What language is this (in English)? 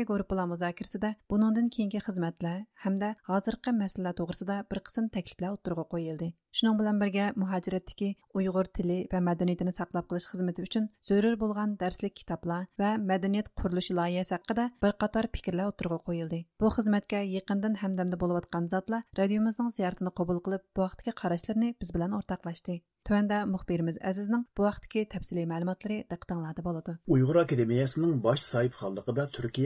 Uyghur